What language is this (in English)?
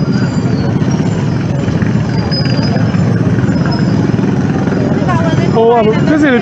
Burmese